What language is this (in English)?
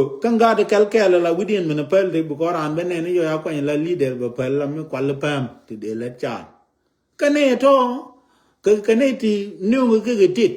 Nuer